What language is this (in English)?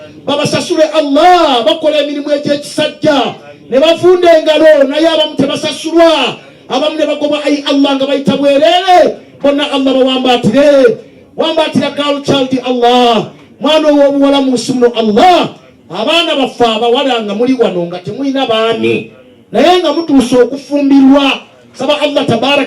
Ganda